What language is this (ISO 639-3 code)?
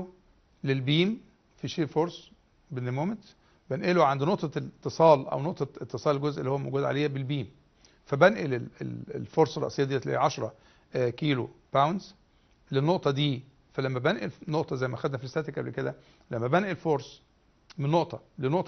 arz